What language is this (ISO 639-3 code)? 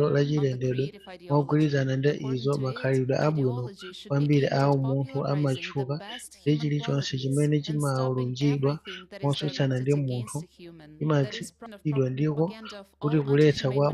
nya